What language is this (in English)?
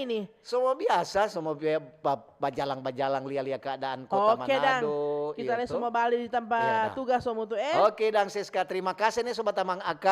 Manado Malay